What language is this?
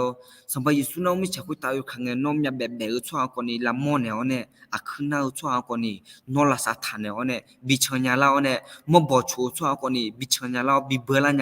Akha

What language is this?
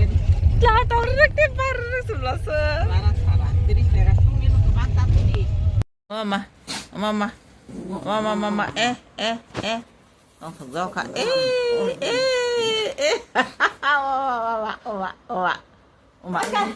Kok Borok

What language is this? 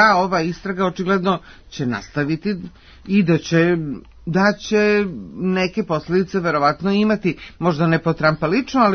Serbian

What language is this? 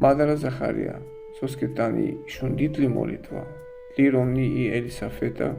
Balkan Romani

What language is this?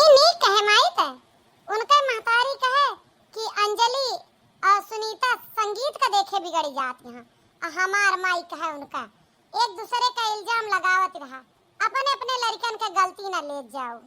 Awadhi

